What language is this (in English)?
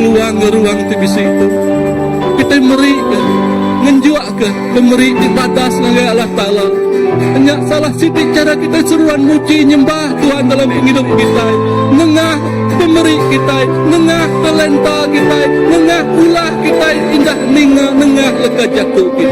Iban